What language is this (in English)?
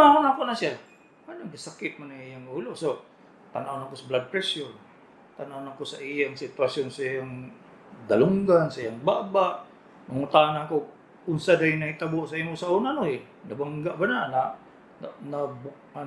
Cebuano